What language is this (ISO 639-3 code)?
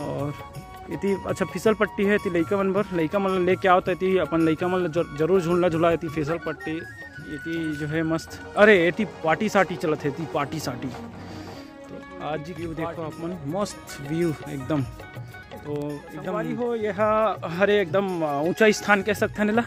hne